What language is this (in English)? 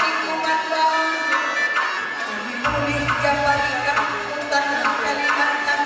Batak Karo